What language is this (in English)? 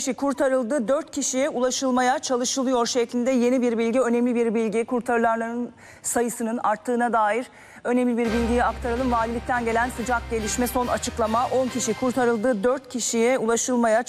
Turkish